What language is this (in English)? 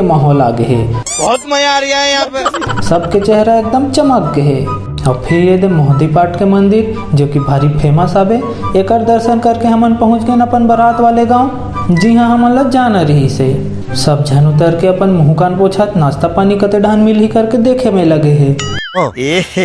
Chhattisgarhi